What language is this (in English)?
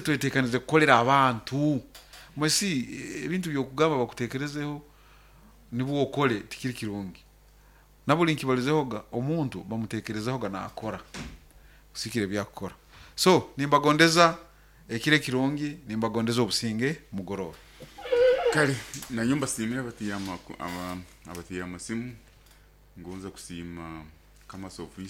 Nyoro